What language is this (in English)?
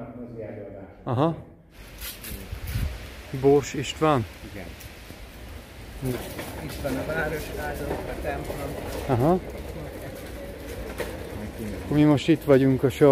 Hungarian